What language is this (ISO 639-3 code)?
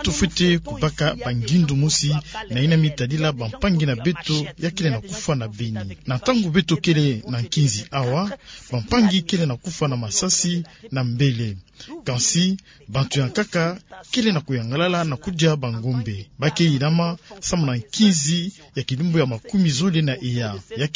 ktu